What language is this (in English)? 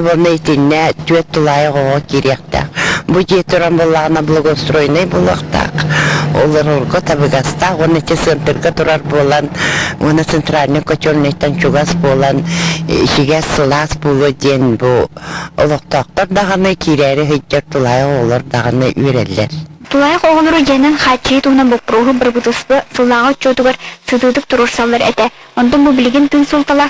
Yakut